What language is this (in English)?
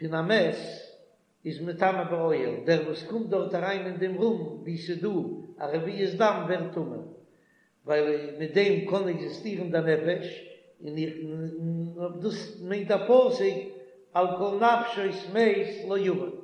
Yiddish